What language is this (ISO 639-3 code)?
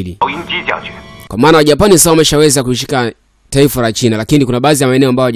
swa